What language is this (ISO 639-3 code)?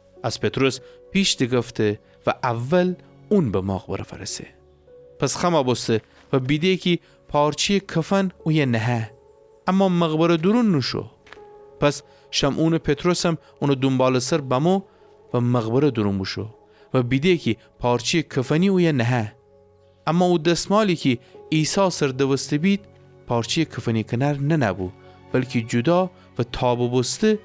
glk